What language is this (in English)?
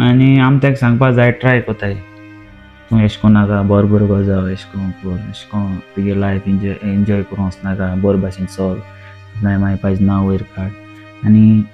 Konkani